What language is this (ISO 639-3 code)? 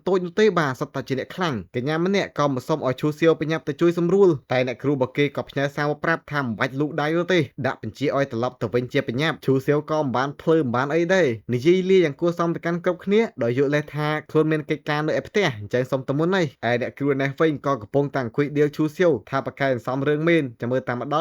khm